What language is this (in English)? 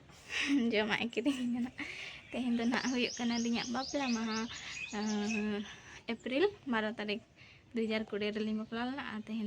Santali